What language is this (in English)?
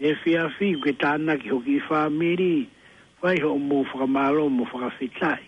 Tongan